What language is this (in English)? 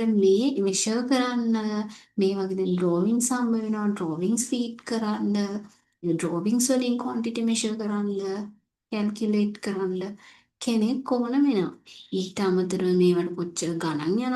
Sinhala